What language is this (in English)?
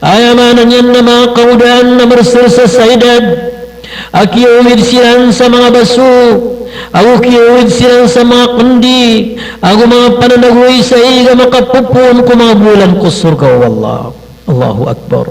Maranao